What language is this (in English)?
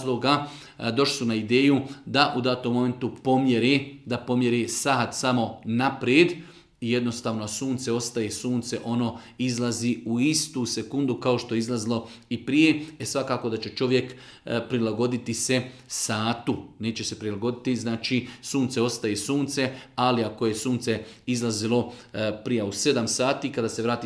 Bosnian